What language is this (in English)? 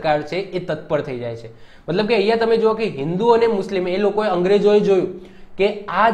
Gujarati